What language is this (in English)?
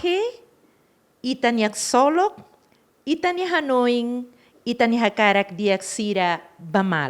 Tetum